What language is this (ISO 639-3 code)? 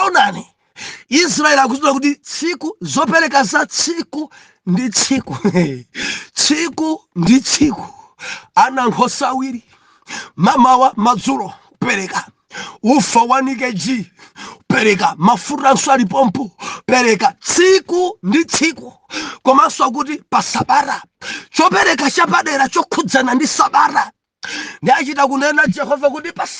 nya